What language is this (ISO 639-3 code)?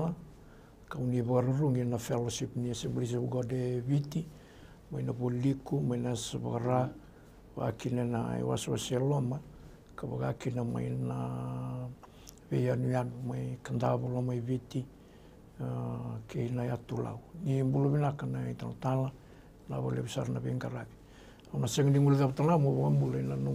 fij